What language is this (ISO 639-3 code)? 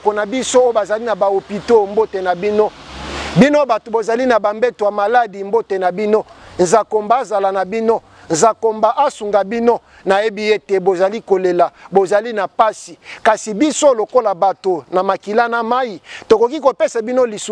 lin